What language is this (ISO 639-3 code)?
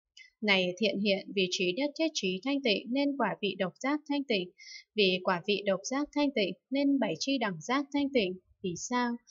vie